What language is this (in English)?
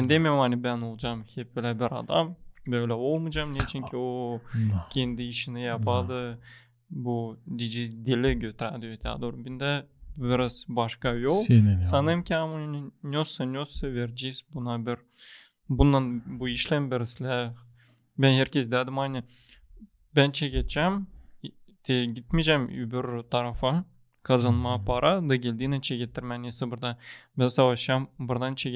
Gagauz